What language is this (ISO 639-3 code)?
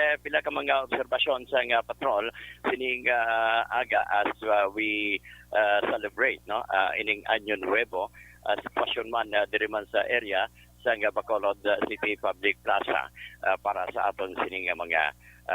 hil